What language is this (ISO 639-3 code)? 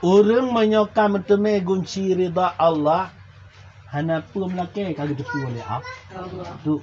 ace